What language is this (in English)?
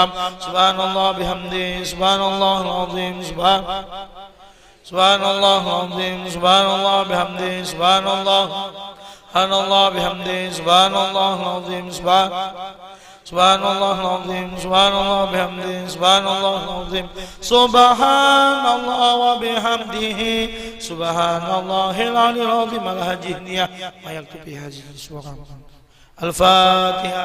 Banjar